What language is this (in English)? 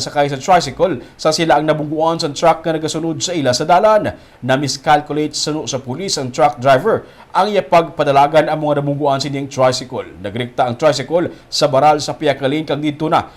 Hiligaynon